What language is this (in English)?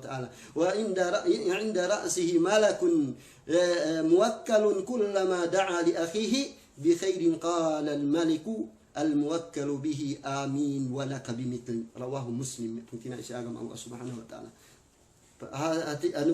Yakan